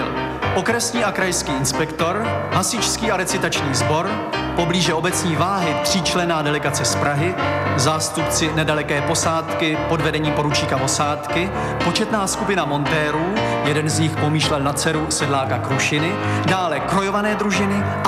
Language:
Czech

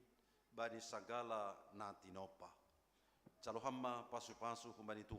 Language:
Batak Simalungun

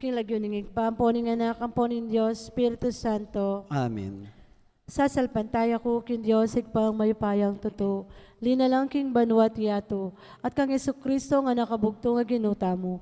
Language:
Pampanga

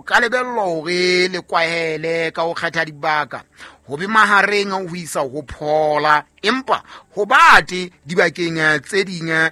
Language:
Southern Sotho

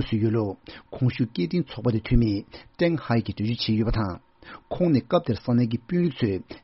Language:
Tibetan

